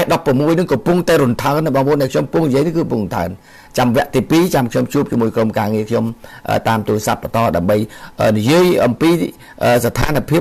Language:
Khmer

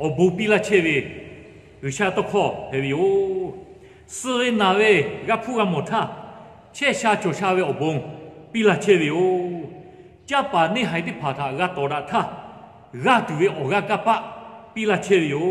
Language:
Lahu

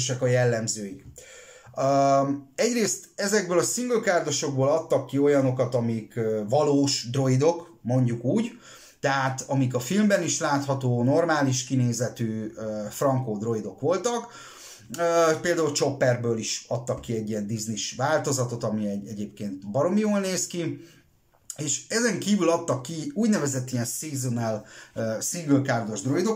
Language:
Hungarian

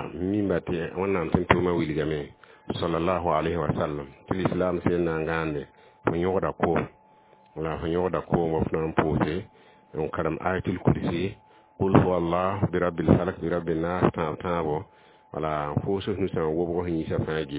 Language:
Mossi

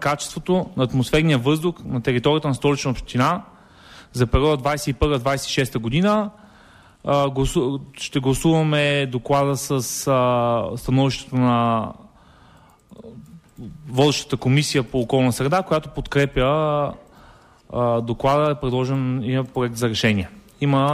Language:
Bulgarian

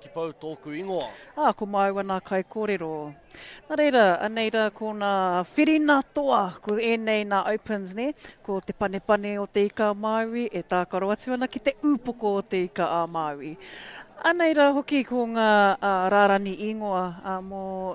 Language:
Māori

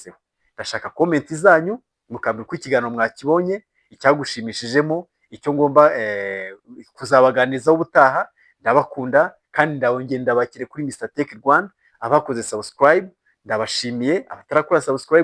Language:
Kinyarwanda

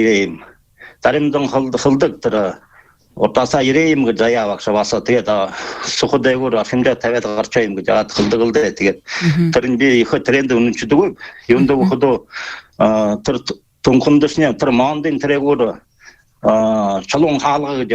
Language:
Buriat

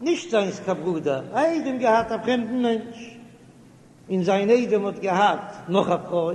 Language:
Yiddish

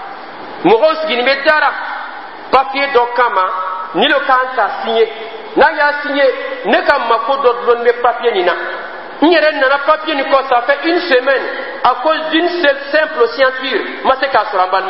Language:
Dyula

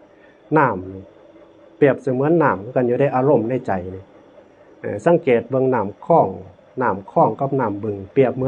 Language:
Northeastern Thai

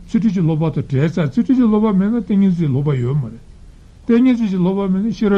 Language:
Tibetan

